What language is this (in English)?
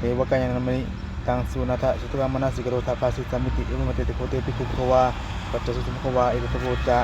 Pali